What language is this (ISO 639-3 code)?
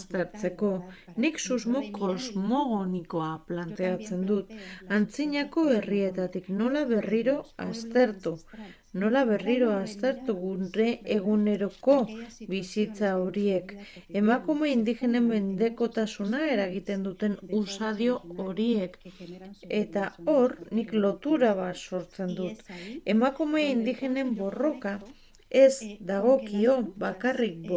eus